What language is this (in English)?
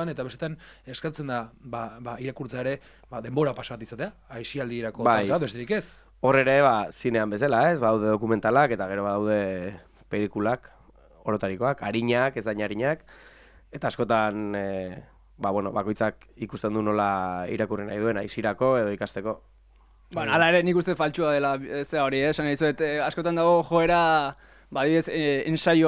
Basque